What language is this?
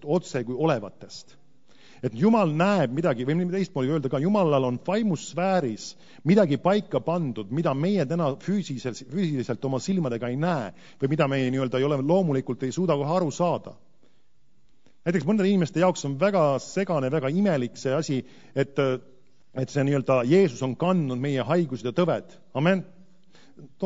Estonian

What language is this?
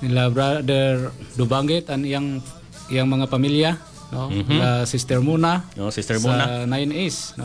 Cebuano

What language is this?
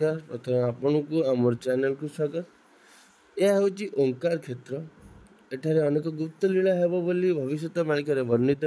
Odia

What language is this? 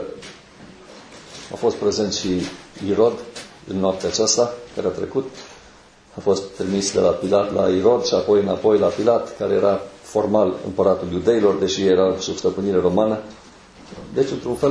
Romanian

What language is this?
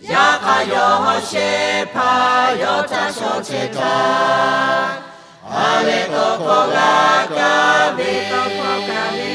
Lahu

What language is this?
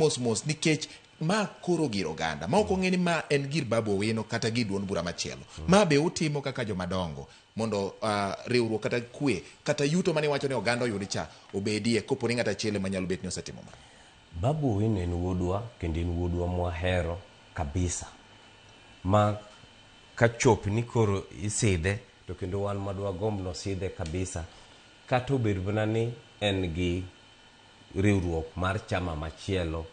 Luo (Kenya and Tanzania)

